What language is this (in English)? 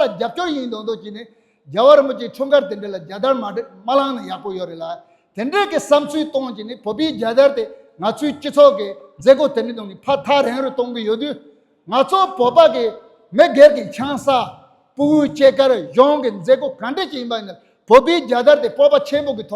Tibetan